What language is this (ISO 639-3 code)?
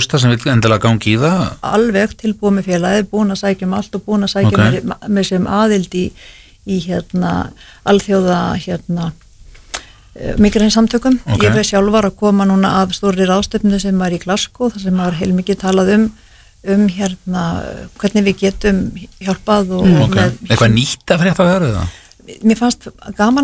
isl